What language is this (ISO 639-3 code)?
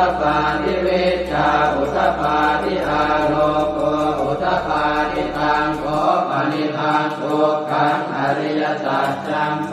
pli